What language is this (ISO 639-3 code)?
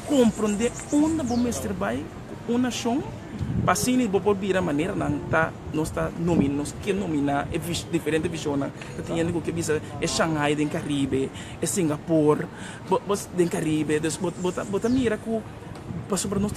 pap